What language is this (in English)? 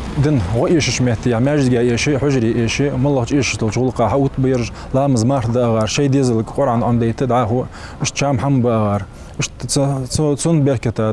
Ingush